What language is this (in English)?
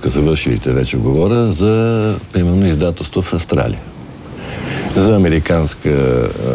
Bulgarian